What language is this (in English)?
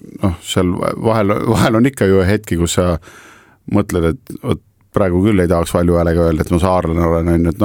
Estonian